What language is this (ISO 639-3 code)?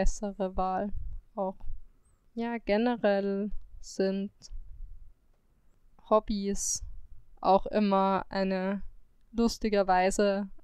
deu